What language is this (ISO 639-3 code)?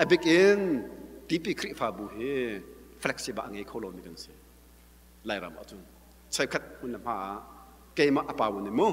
cnh